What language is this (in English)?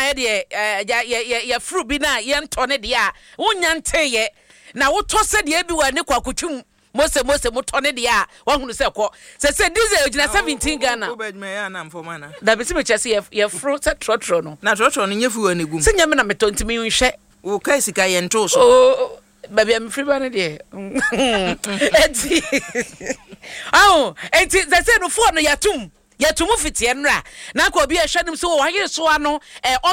Akan